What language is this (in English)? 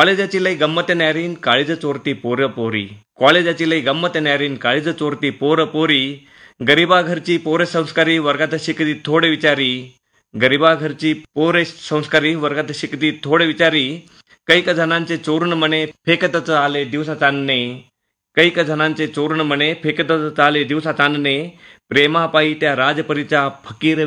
Marathi